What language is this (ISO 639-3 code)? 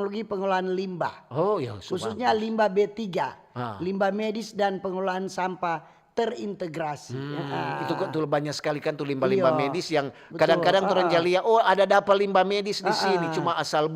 xmm